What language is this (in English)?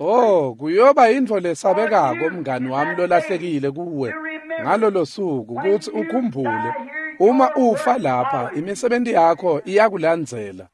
Swati